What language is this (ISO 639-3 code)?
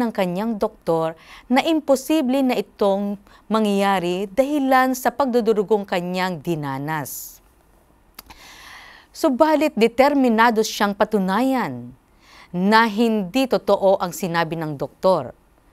fil